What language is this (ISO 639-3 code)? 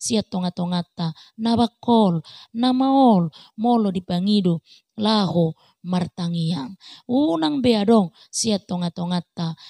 bbc